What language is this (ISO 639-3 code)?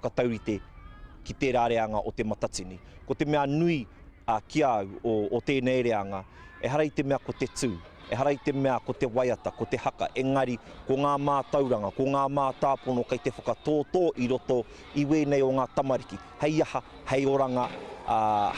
mri